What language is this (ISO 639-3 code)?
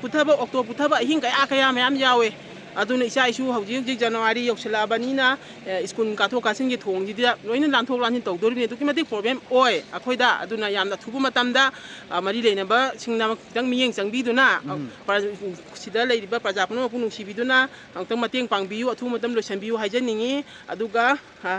mni